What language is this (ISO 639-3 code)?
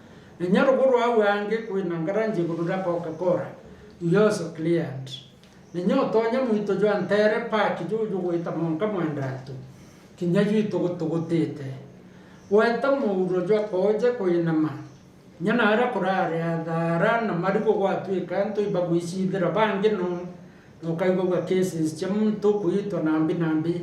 mer